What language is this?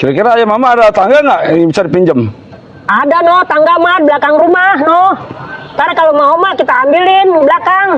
Betawi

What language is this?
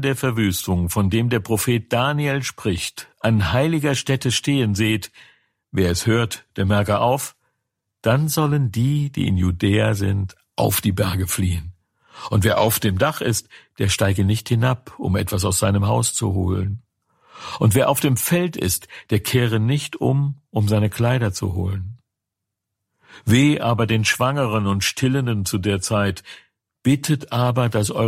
German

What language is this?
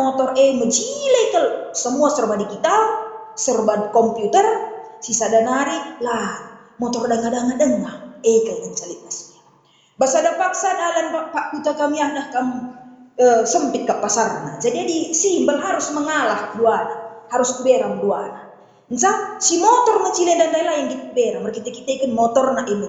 Batak Karo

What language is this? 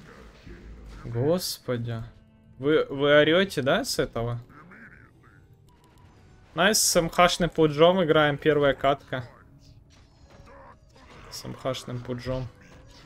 Russian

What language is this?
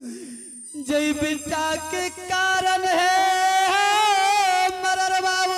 Angika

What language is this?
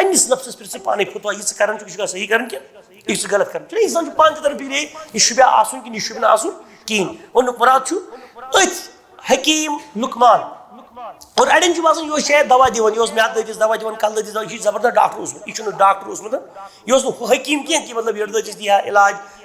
Kashmiri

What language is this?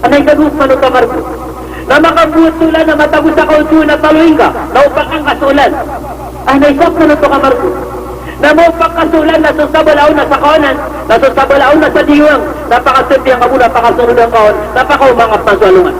Maranao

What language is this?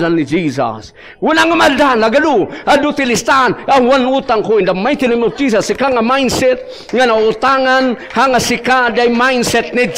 Iloko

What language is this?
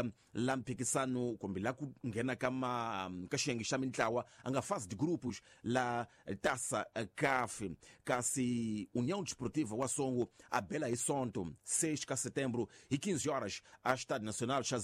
Tsonga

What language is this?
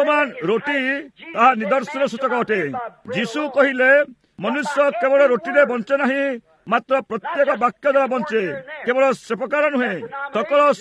Odia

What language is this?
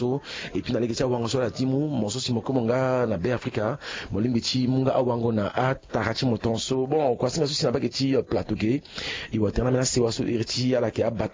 Sango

